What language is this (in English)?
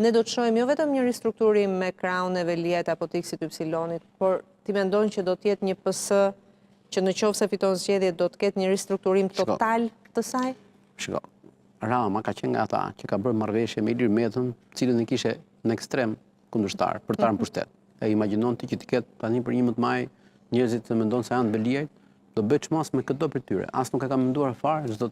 Albanian